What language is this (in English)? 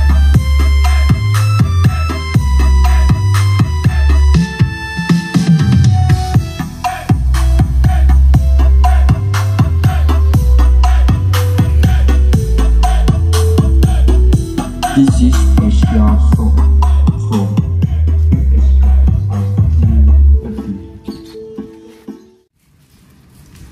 Indonesian